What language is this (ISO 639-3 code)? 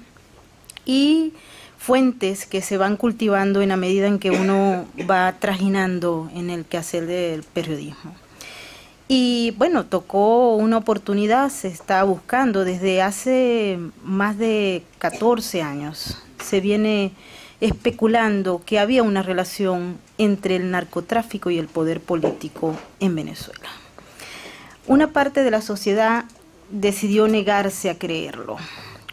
spa